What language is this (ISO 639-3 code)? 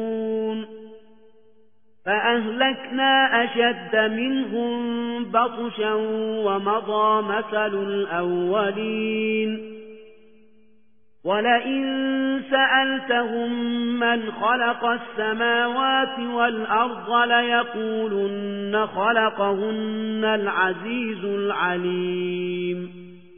ara